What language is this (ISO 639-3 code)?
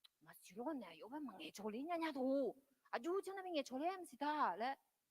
ahk